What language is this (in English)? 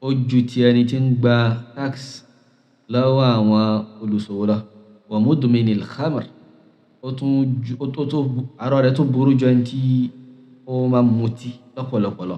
Yoruba